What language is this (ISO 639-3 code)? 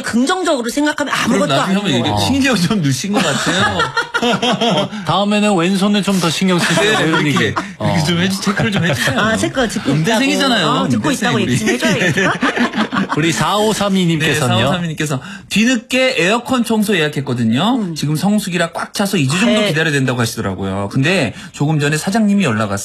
kor